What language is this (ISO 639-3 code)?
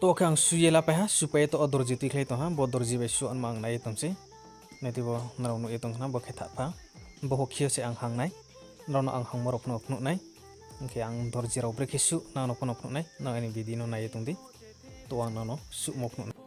ria